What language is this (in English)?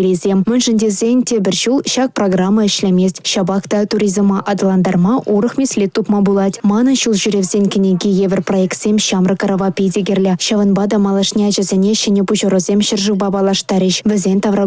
Chuvash